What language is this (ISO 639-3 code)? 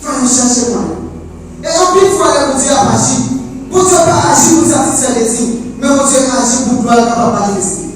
hat